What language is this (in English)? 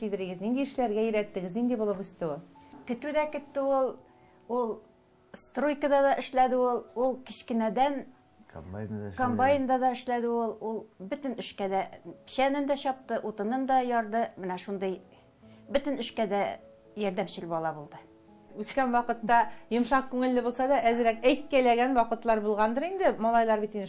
Tatar